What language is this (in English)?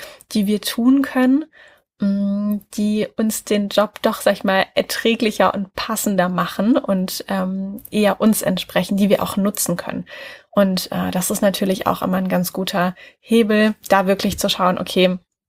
German